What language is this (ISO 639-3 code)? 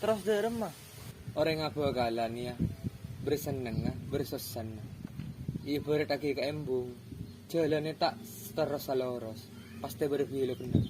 mad